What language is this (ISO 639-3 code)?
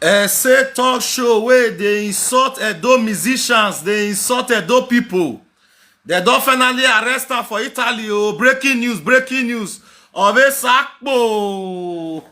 pcm